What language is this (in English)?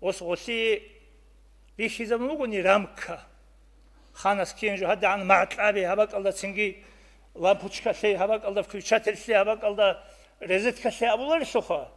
Avaric